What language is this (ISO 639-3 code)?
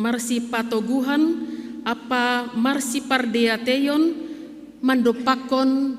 bts